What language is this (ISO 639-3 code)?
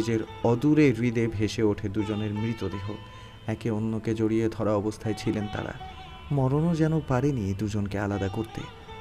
ben